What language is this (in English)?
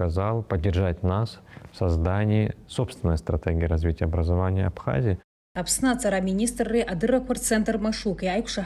Abkhazian